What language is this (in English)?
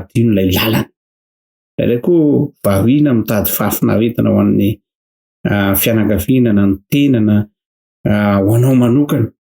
Malagasy